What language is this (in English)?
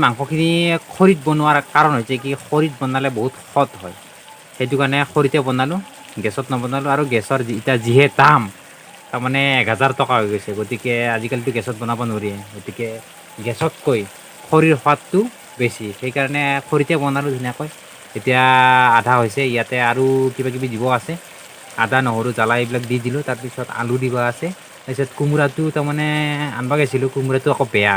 Assamese